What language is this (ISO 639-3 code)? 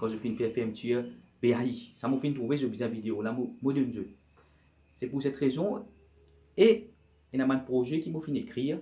mfe